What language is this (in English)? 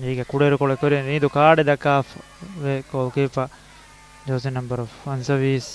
Divehi